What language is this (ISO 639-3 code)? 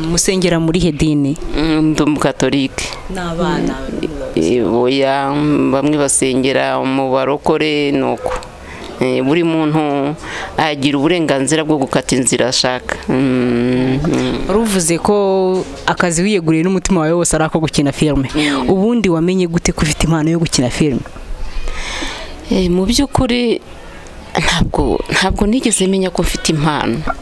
kin